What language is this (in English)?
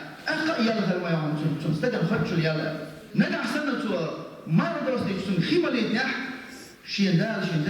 Chechen